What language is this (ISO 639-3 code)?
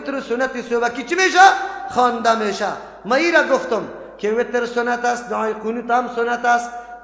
fas